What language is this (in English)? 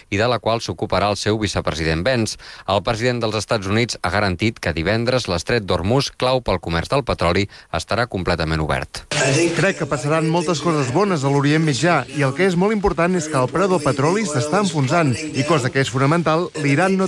Catalan